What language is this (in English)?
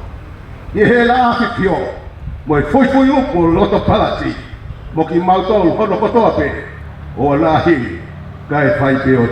Tongan